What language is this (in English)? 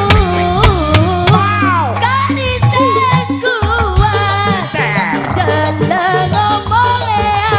Madurese